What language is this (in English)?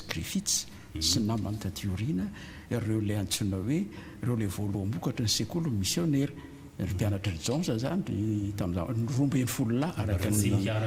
Malagasy